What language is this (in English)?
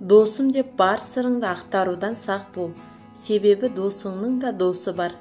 Kazakh